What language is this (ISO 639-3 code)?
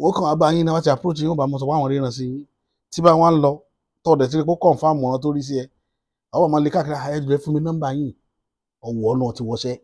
yor